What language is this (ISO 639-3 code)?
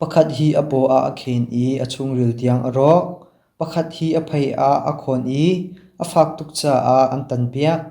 cnh